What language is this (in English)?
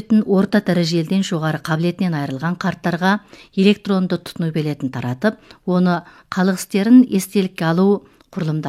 Kazakh